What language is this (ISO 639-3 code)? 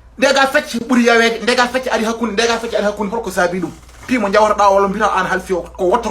ful